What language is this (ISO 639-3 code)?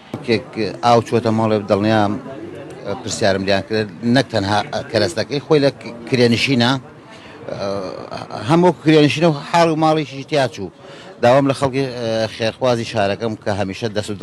ckb